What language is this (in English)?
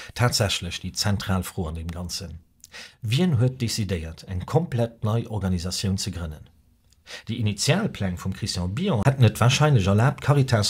Luxembourgish